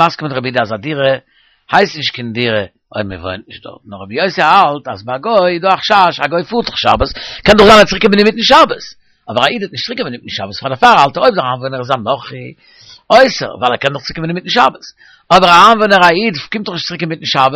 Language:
Yiddish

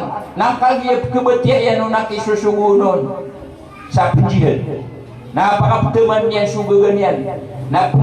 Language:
Maranao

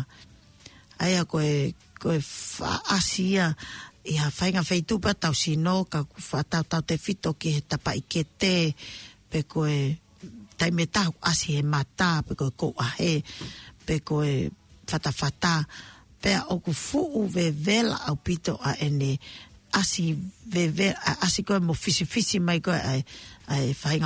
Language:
Tongan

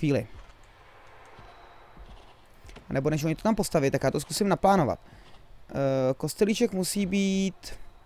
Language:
Czech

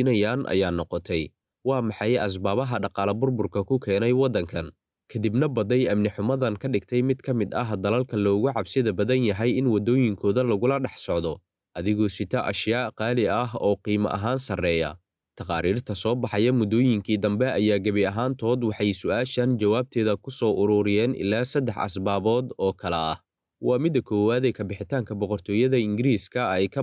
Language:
Somali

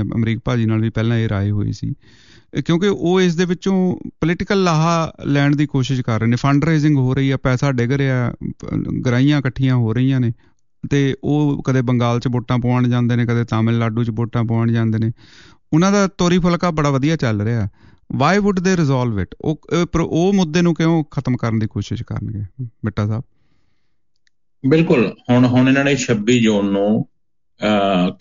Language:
Punjabi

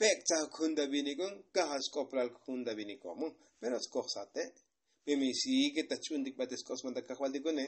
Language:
Tzotzil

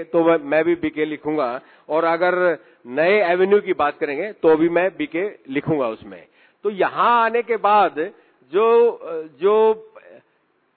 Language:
Hindi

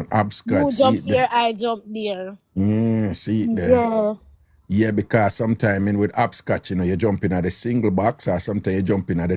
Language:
Jamaican Creole English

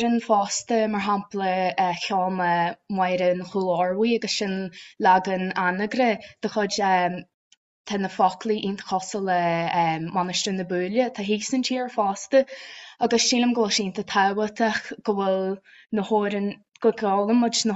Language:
Irish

